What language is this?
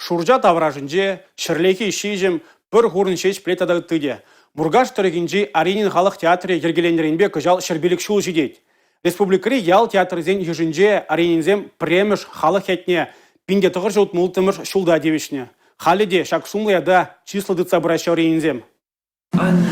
Chuvash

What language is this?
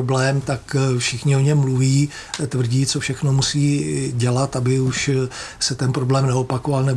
Czech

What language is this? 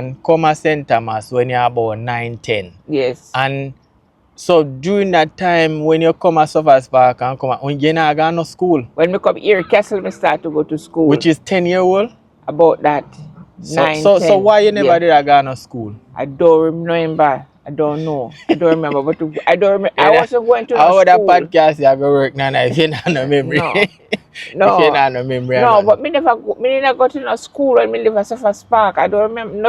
Jamaican Creole English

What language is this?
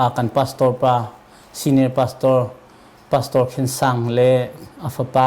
Hakha Chin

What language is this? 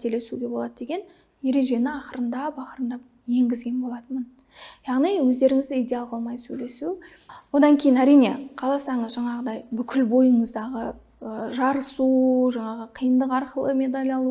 Kazakh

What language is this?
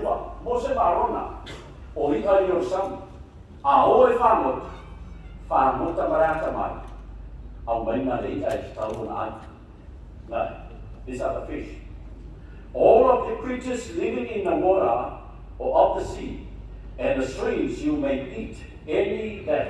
Samoan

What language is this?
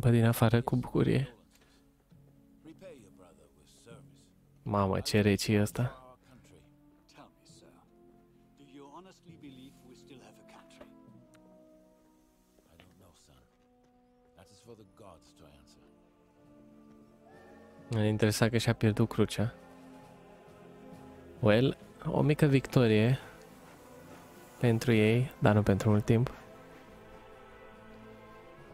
Romanian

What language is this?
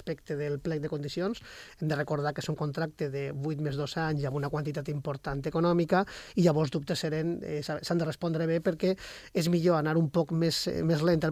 Catalan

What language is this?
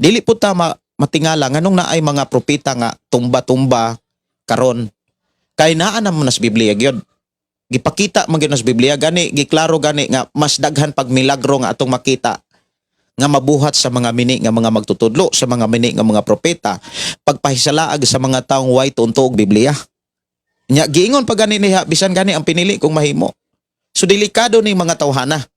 Cebuano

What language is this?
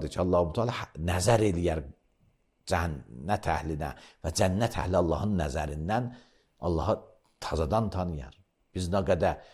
Azerbaijani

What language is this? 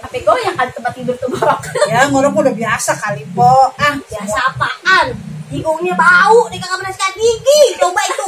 Betawi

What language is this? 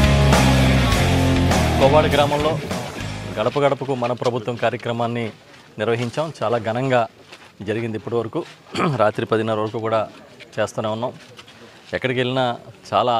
Telugu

